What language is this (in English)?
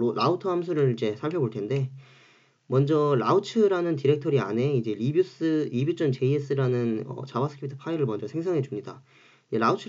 Korean